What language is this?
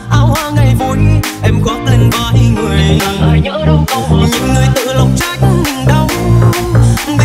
Vietnamese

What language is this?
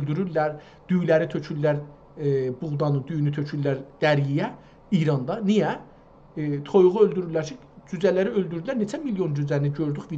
South Azerbaijani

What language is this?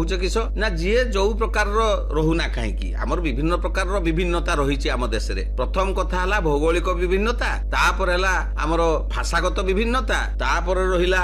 Odia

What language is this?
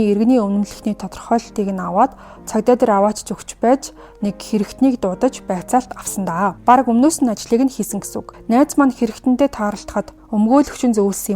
Mongolian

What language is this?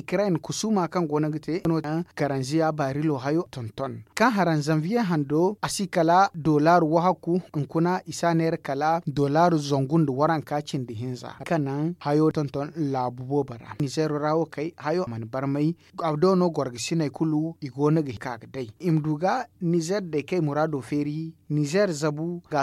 Zarma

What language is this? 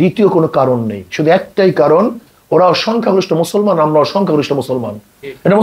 Bangla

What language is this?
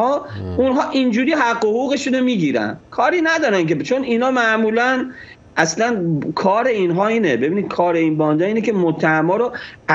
Persian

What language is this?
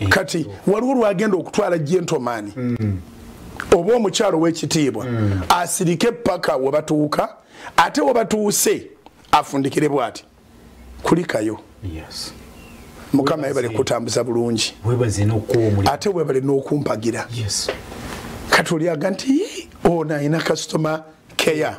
Ganda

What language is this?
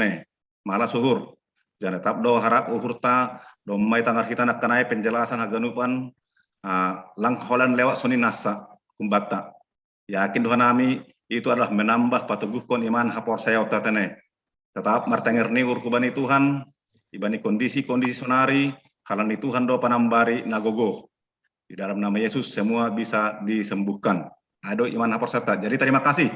Batak Simalungun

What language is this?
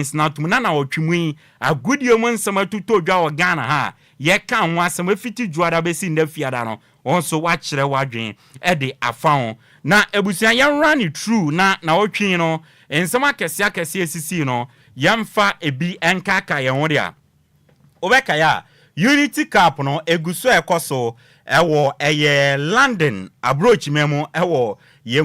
Akan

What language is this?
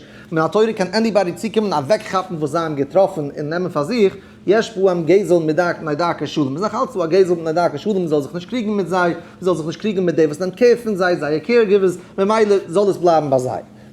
Yiddish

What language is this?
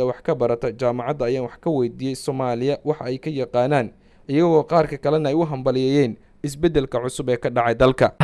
Somali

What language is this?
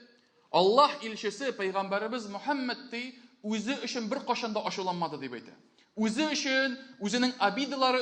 Tatar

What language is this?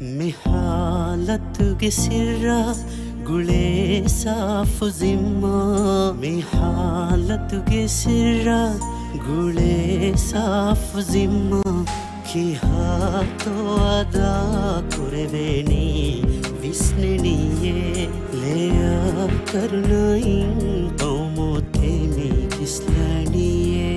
Divehi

